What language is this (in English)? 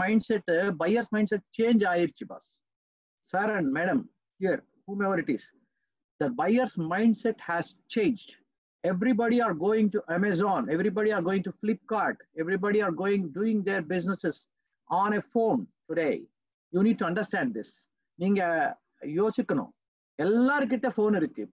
Tamil